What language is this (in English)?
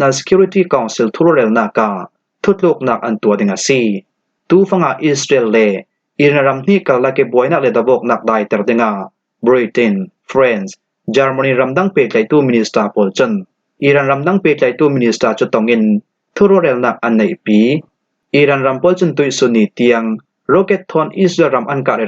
Falam Chin